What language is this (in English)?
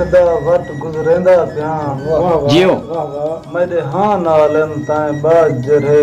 Saraiki